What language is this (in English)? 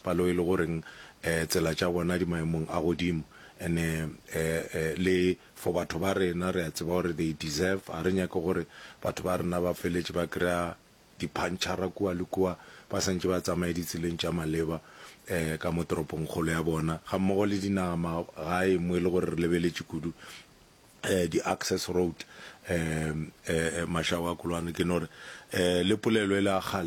Northern Sotho